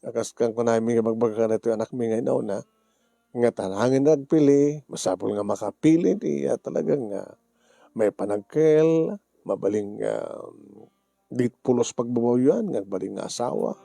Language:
Iloko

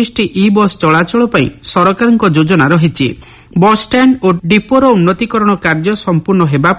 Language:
Odia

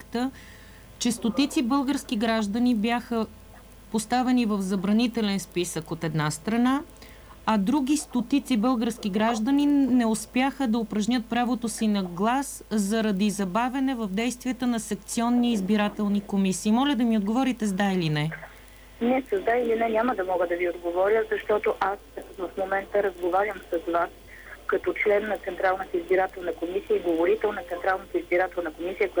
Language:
Bulgarian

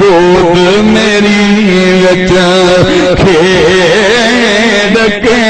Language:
Saraiki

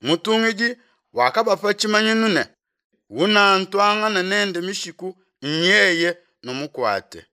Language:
Luba-Lulua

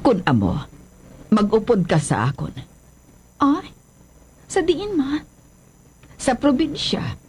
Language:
Hiligaynon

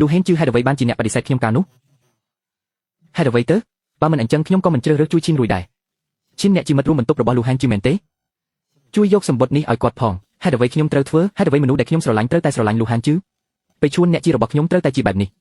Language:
Khmer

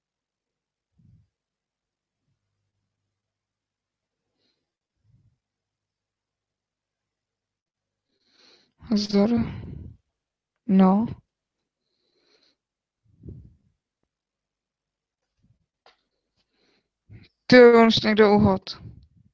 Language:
Czech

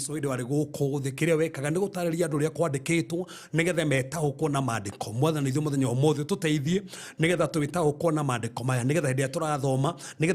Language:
Kikuyu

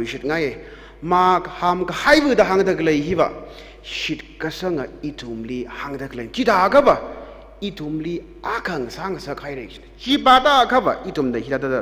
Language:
Tangkhul Naga (India)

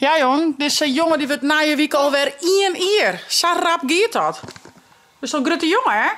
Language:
Western Frisian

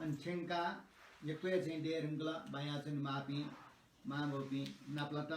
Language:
Newari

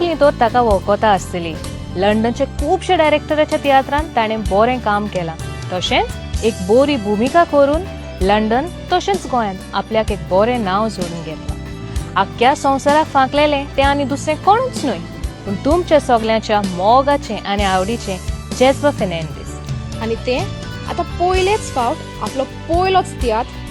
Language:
Konkani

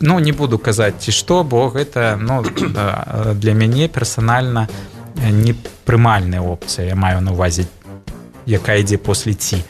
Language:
Belarusian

